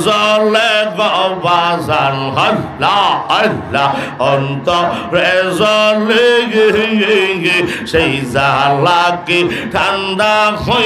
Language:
Bangla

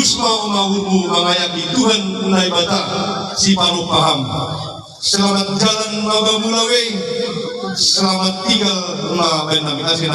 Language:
Batak Simalungun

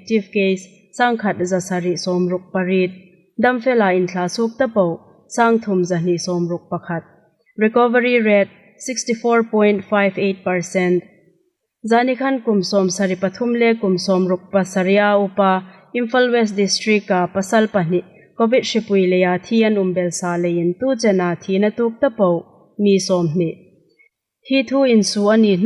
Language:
Hmar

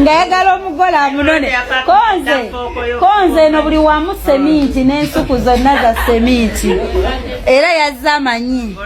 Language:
Ganda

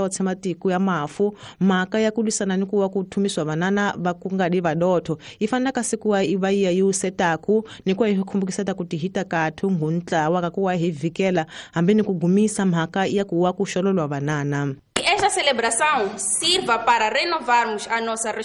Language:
Tsonga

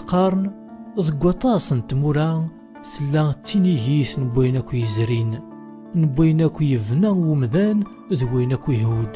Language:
Kabyle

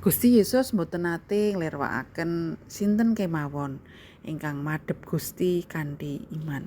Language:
Javanese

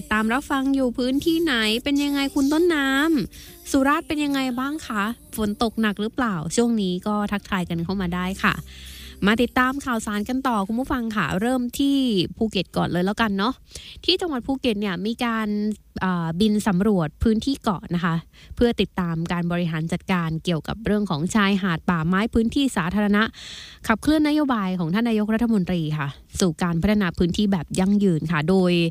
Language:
Thai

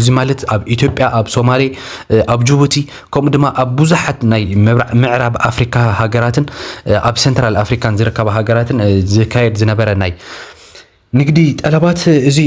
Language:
Tigrinya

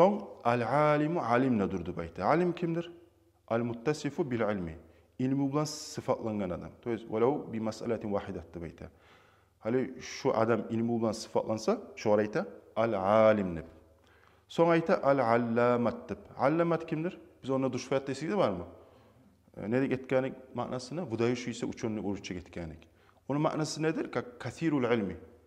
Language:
Kumyk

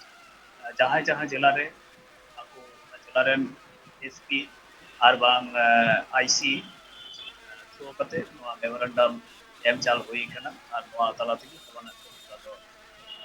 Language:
Santali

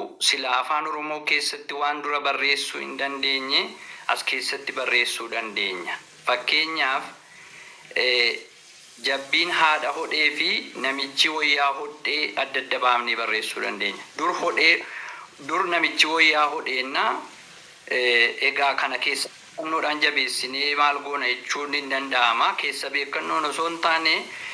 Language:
Oromo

